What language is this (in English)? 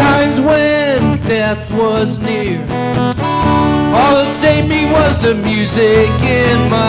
English